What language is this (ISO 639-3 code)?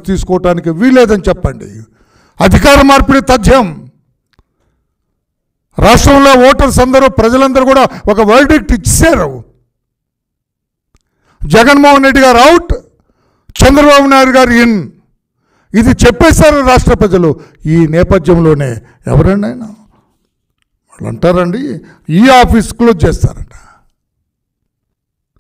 tel